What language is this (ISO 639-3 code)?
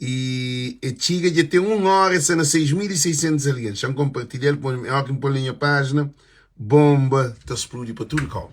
kea